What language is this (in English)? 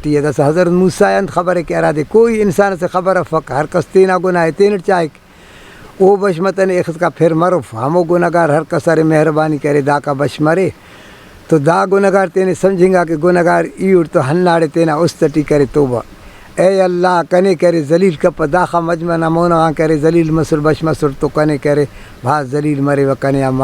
Brahui